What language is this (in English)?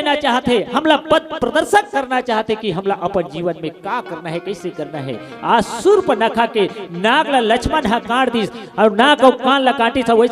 Chhattisgarhi